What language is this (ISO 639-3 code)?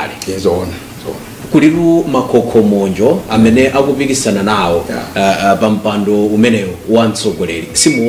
nya